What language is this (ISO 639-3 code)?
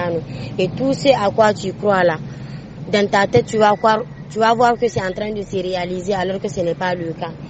dje